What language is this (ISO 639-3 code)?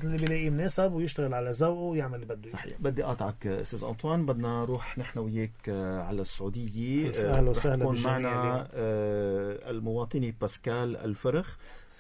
apc